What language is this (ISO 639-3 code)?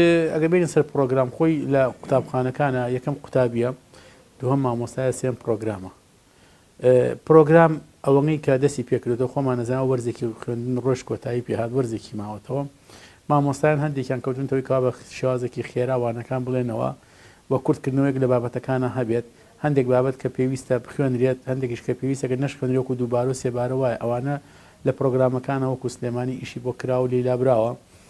ckb